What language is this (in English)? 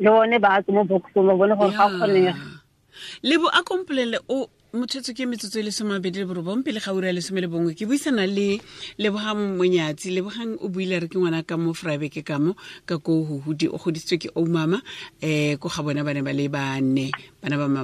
Tswana